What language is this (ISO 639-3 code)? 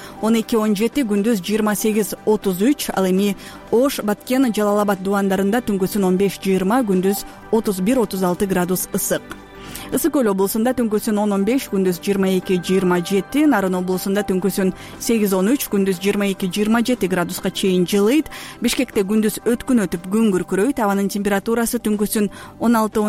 kir